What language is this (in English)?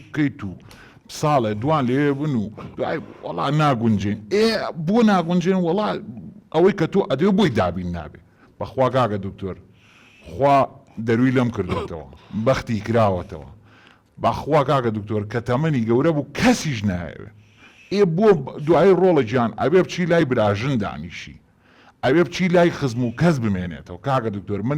Central Kurdish